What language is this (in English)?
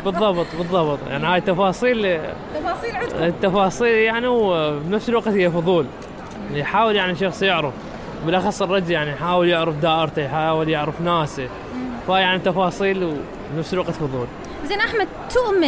Mesopotamian Arabic